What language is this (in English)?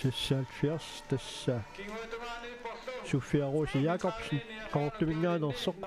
Kalaallisut